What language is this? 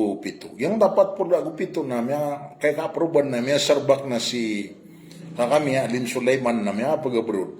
Maranao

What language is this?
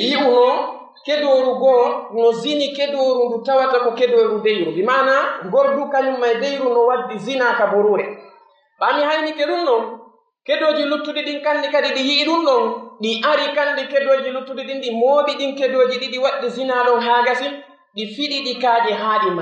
Pular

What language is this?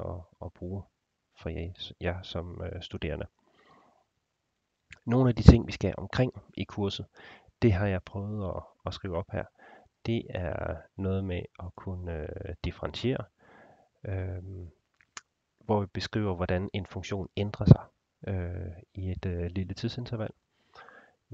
Danish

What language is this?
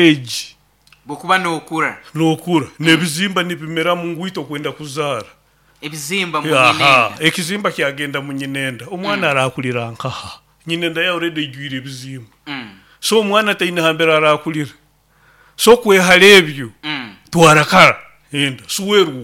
Nyoro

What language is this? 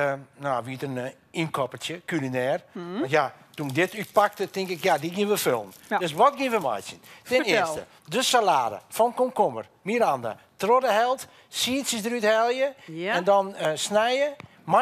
Western Frisian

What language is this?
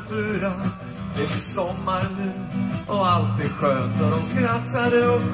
Swedish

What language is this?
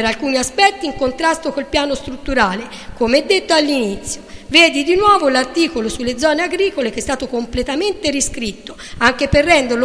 Italian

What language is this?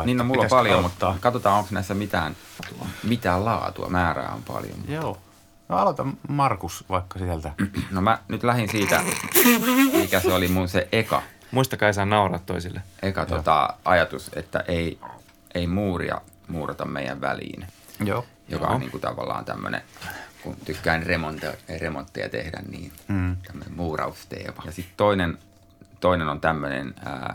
Finnish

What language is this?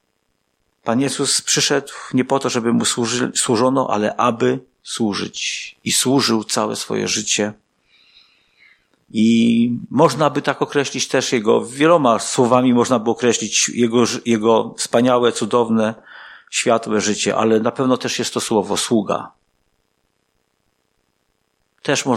Polish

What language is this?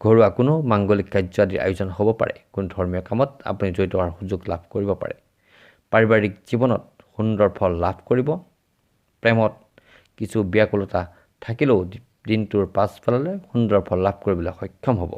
Assamese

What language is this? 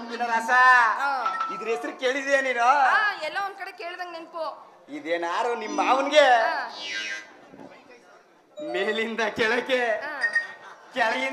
Kannada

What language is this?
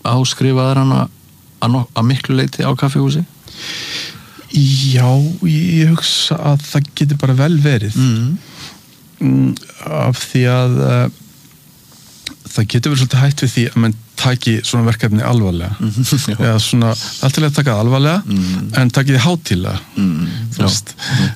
Icelandic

